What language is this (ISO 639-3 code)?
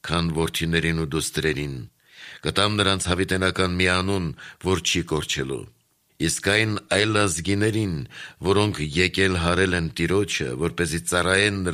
hye